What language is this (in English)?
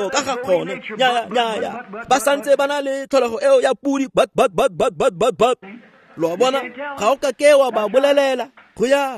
Tswana